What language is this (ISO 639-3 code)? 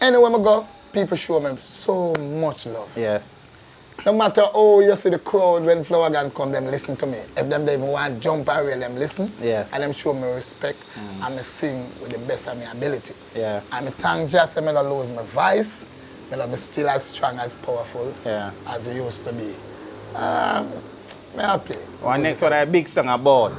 jam